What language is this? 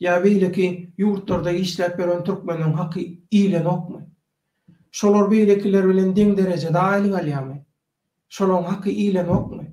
Turkmen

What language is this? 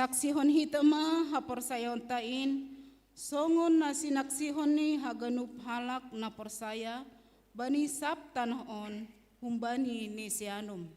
Batak Simalungun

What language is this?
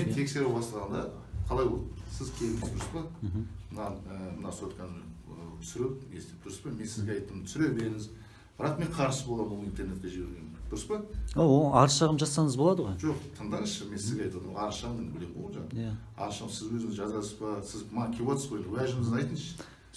Kazakh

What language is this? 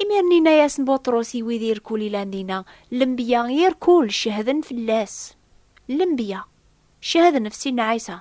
Kabyle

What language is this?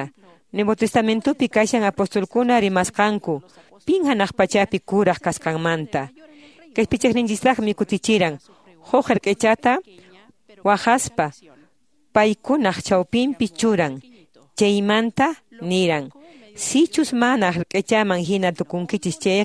Quechua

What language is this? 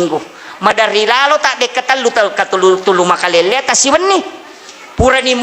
Buginese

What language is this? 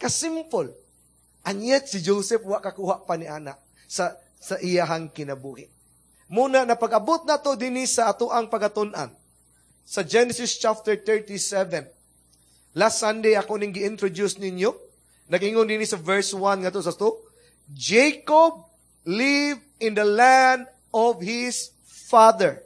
Cebuano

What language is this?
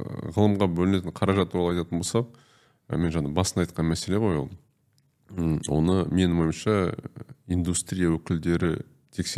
Kazakh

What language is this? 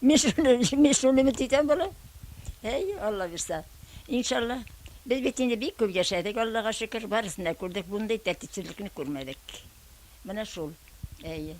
Bashkir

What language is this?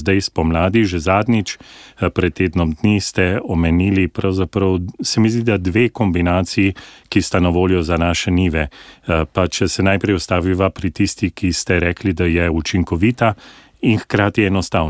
Slovenian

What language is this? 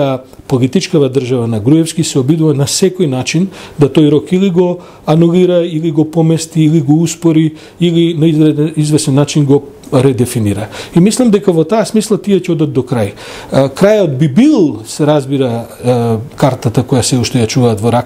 Macedonian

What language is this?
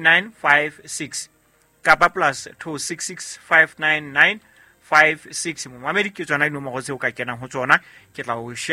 Southern Sotho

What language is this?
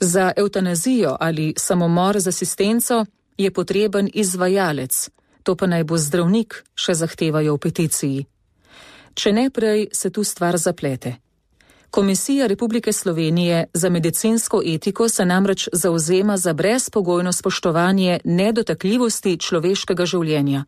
Slovenian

